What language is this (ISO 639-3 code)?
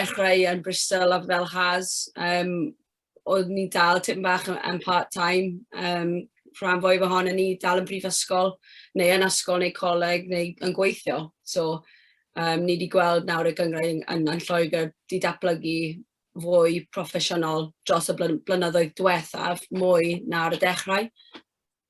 cym